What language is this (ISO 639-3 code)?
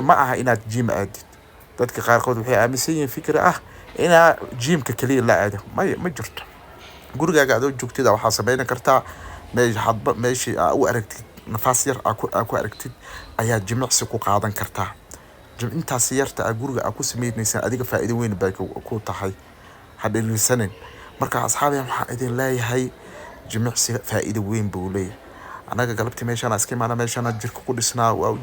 som